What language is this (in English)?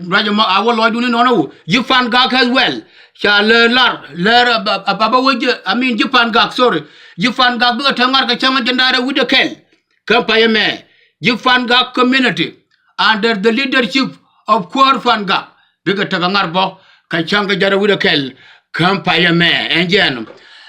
Nuer